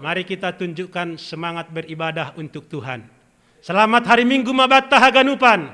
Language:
Batak Simalungun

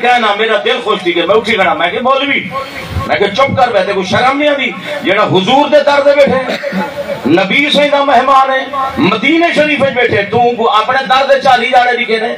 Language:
Saraiki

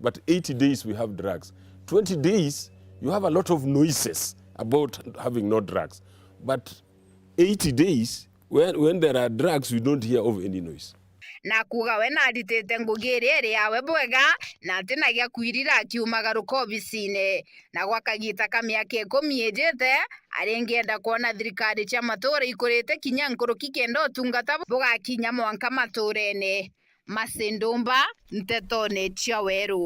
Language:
Meru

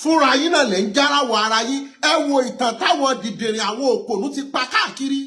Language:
Yoruba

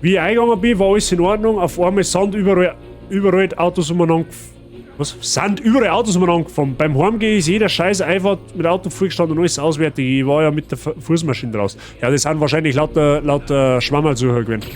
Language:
Bavarian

